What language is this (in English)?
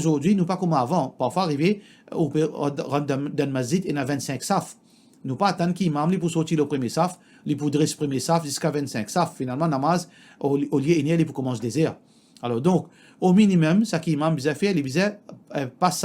Morisyen